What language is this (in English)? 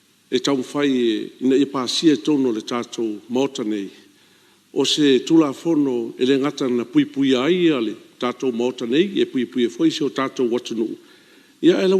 Samoan